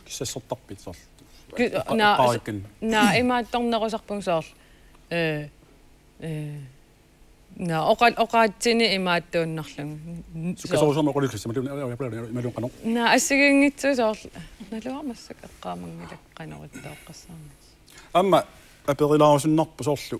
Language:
Kalaallisut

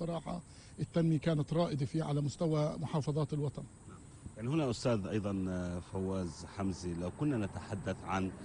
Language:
North Levantine Arabic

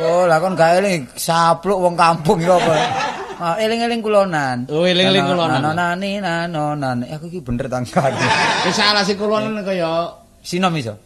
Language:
Javanese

